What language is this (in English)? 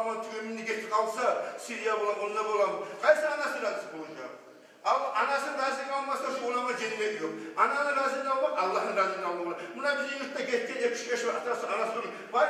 Kumyk